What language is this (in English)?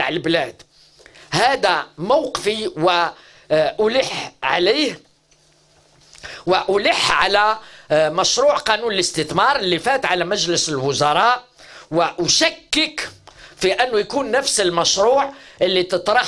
Algerian Arabic